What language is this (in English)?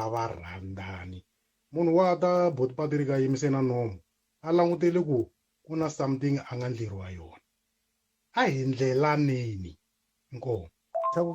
Tsonga